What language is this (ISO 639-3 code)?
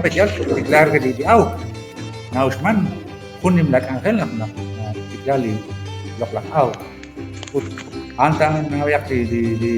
kek